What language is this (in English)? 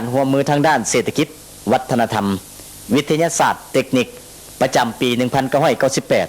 Lao